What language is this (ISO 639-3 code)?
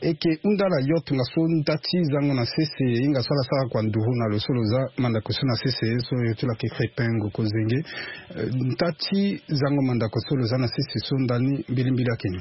sag